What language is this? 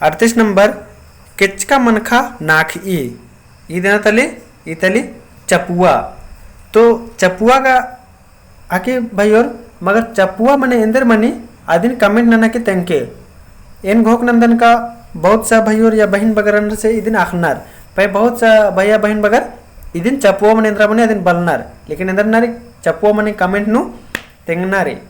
Kurukh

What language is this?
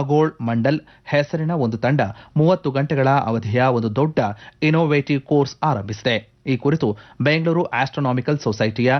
Kannada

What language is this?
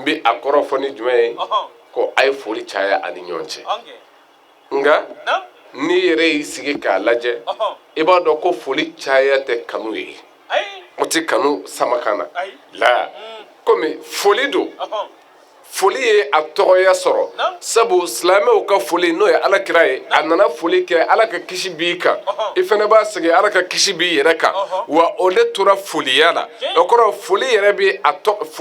Bambara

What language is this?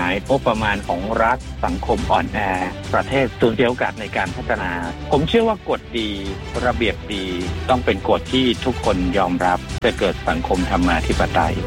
Thai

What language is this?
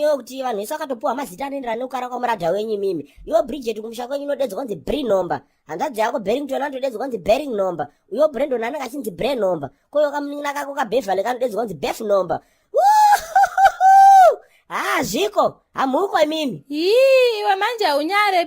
Shona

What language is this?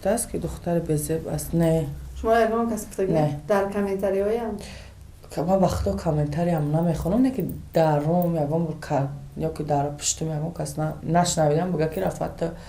Tajik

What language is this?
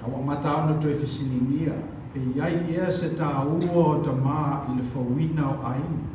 Samoan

